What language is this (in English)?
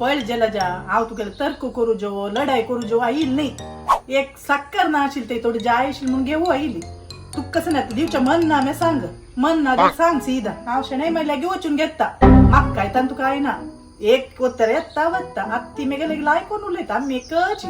Konkani